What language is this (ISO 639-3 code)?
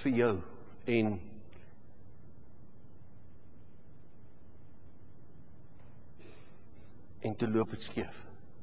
afr